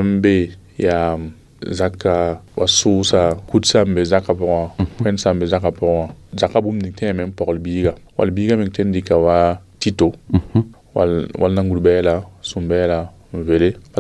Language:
Mossi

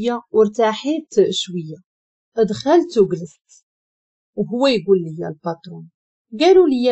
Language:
Moroccan Arabic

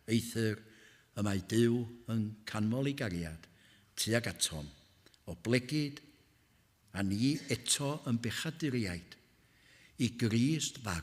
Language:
Welsh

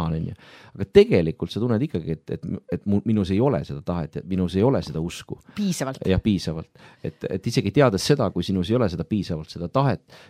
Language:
Estonian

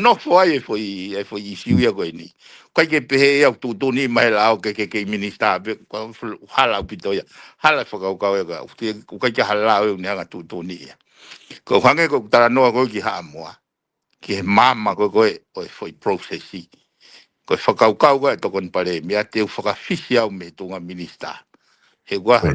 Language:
Tongan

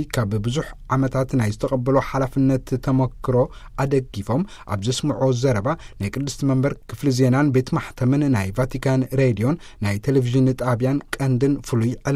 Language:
Tigrinya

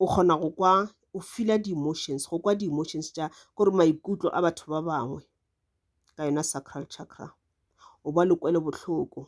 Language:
Northern Sotho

